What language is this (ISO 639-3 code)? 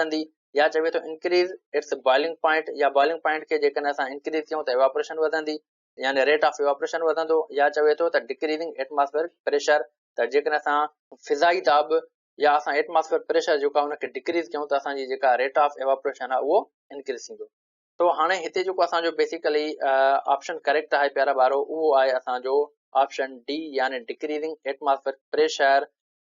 snd